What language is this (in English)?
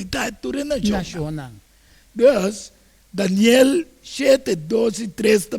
Papiamento